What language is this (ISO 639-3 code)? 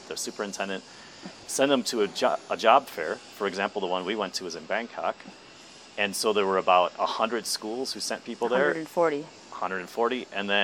eng